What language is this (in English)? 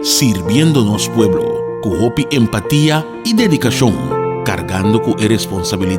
Papiamento